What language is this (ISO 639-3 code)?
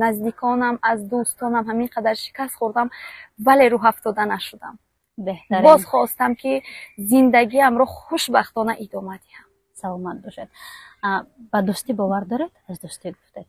tgk